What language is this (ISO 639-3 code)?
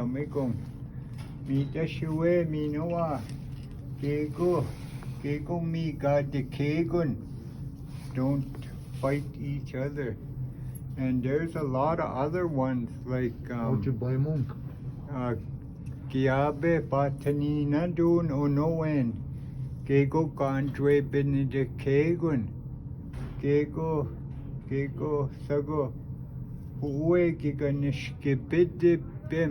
ciw